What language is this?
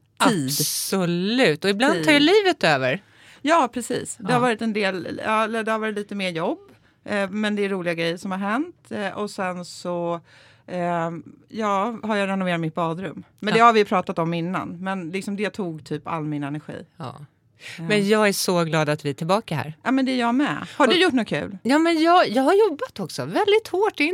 Swedish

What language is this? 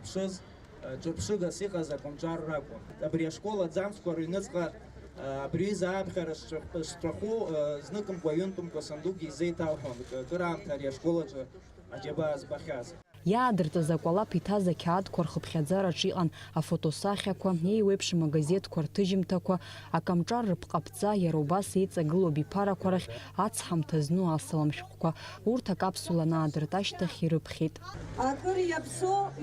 Abkhazian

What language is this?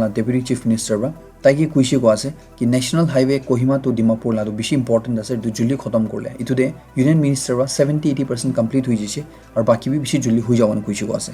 Naga Pidgin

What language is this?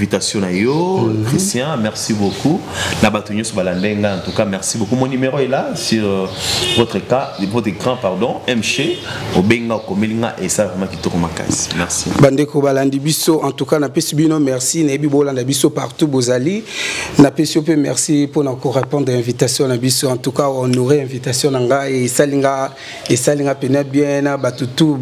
Lingala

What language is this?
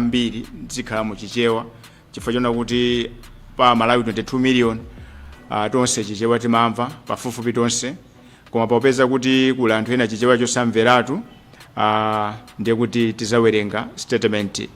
Nyanja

